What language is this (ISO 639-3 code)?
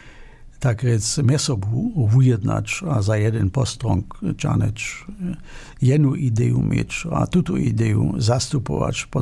hsb